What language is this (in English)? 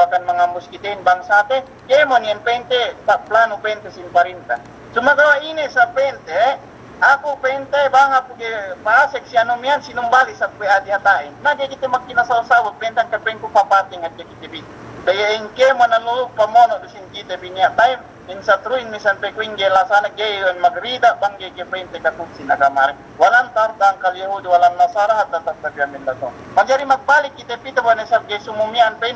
Yakan